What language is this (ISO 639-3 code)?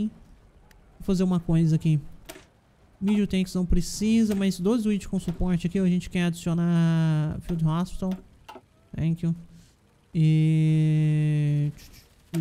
por